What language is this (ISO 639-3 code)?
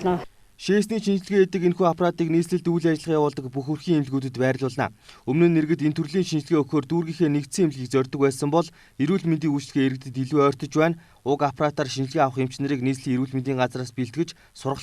mon